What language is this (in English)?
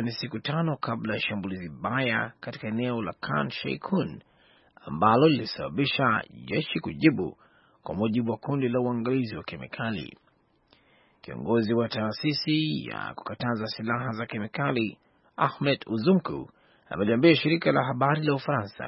Swahili